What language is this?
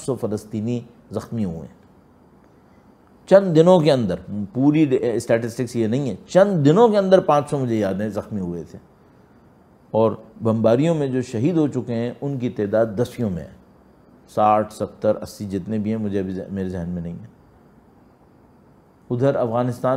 Urdu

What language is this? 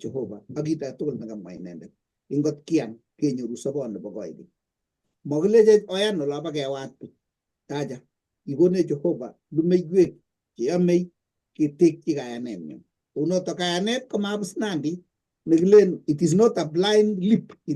Kalenjin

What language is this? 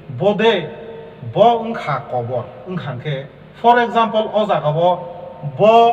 Kok Borok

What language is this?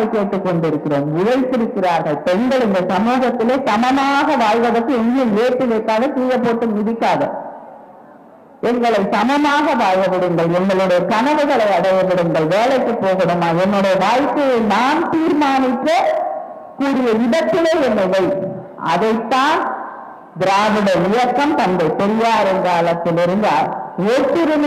Tamil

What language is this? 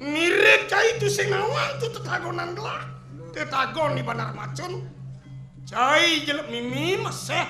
Balinese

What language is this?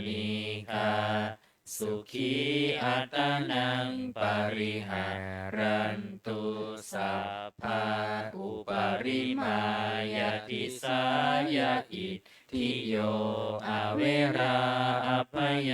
Pali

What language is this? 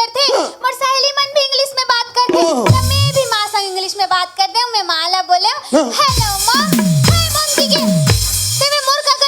Chhattisgarhi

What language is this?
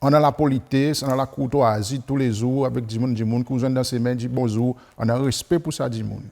Seselwa Creole French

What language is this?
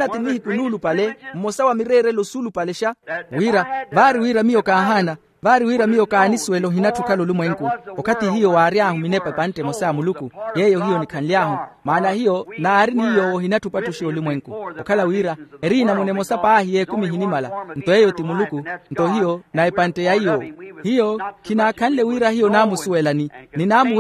Makhuwa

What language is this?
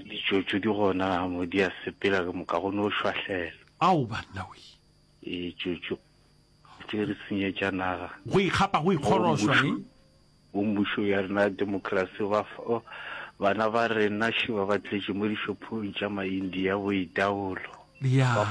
Northern Sotho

